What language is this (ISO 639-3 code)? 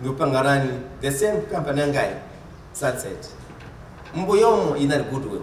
nya